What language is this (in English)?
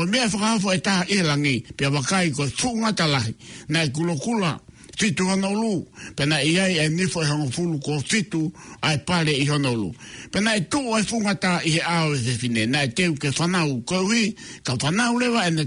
Tongan